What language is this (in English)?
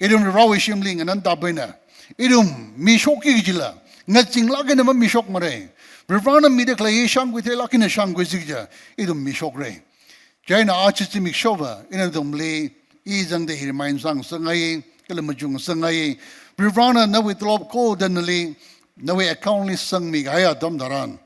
Tangkhul Naga (India)